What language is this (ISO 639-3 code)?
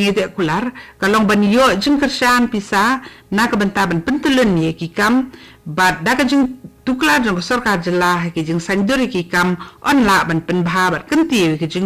kha